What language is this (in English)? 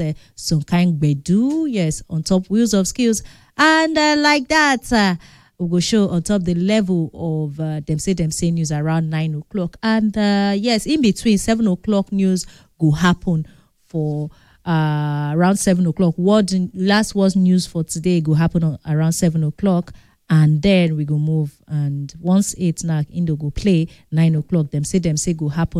Nigerian Pidgin